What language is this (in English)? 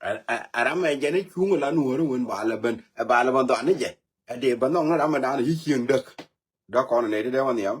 Nuer